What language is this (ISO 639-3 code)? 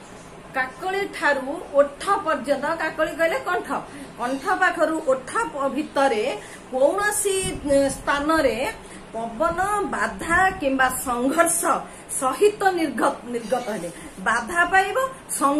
ori